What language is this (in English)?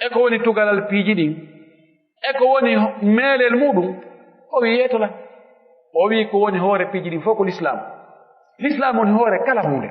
Pular